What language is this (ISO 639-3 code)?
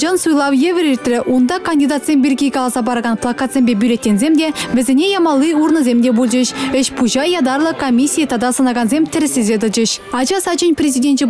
chv